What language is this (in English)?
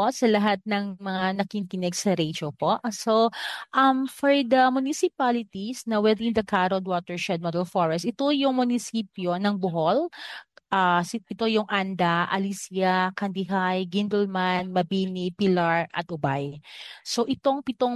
Filipino